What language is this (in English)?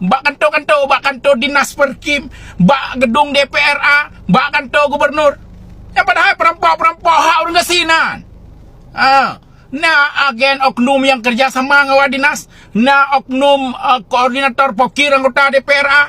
Achinese